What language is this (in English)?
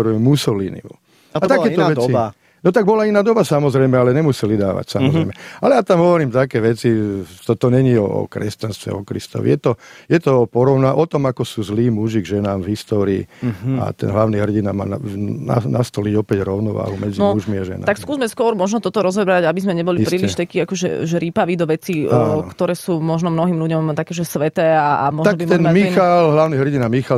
Slovak